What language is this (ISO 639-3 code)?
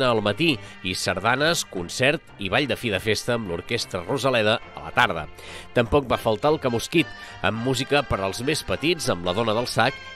cat